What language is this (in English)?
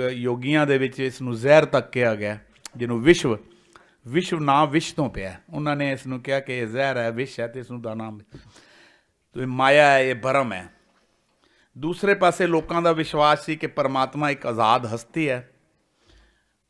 Punjabi